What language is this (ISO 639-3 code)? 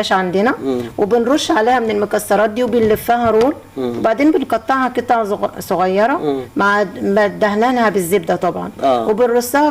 arz